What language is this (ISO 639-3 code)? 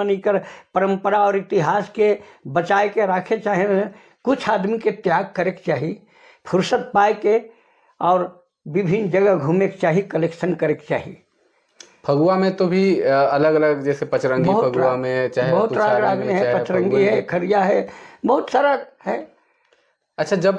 sck